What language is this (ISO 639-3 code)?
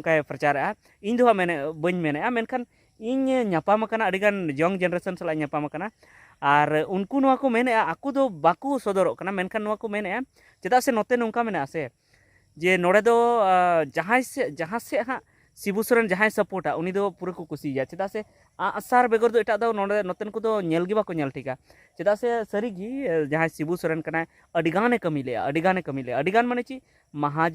sat